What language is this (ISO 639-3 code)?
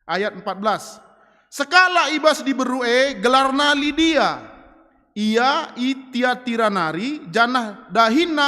btx